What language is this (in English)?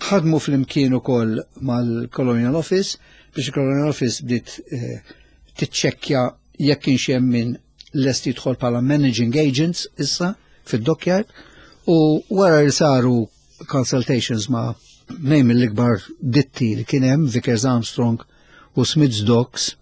Maltese